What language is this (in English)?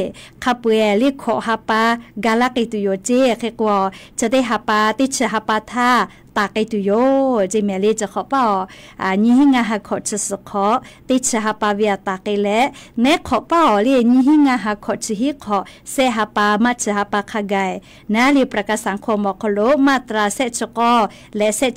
Lahu